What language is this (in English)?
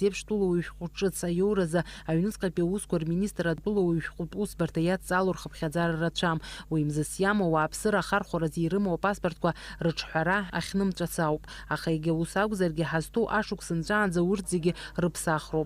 Abkhazian